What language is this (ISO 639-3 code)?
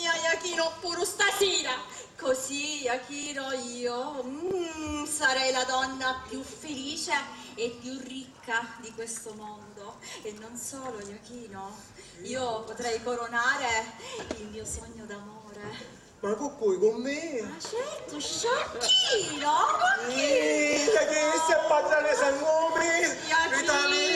scn